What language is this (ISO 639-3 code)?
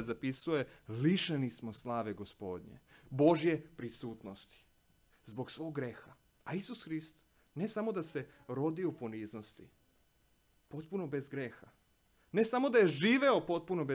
srp